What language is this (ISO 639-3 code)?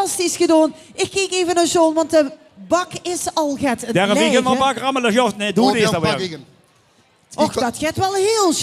lim